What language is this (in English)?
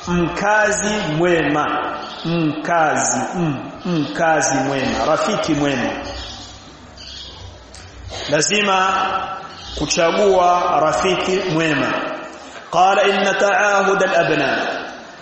Swahili